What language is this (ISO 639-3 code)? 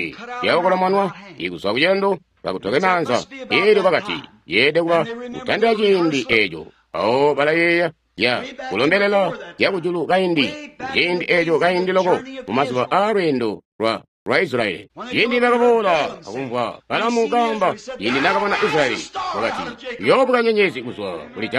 toi